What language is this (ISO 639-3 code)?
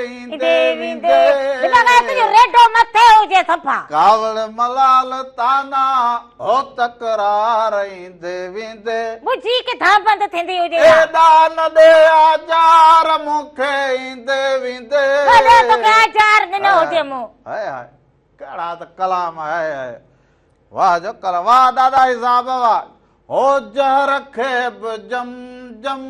snd